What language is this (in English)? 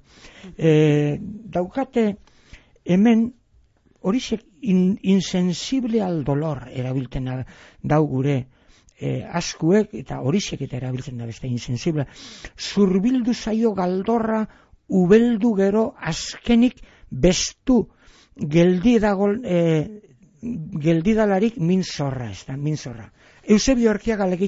Basque